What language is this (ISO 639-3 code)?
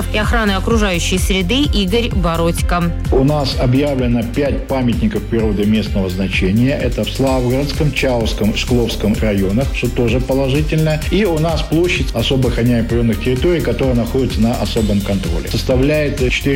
rus